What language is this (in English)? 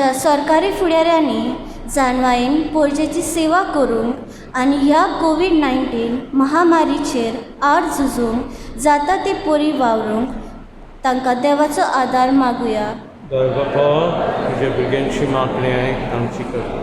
Konkani